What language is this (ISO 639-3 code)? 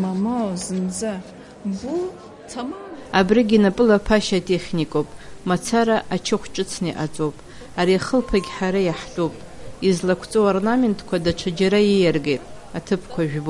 abk